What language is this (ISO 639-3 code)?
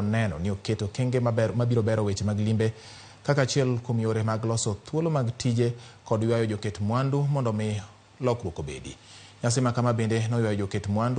luo